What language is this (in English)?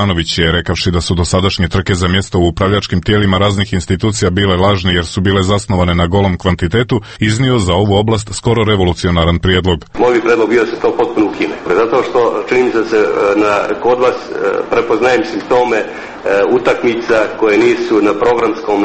Serbian